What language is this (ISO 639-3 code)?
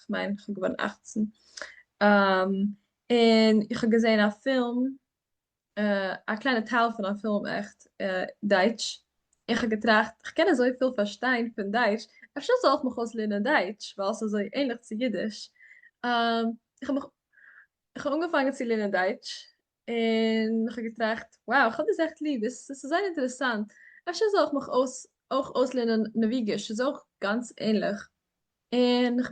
yid